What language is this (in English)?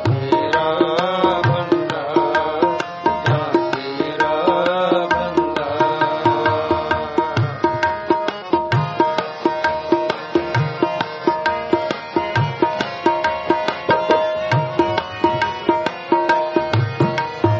Punjabi